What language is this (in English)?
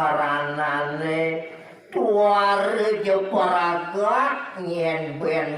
Balinese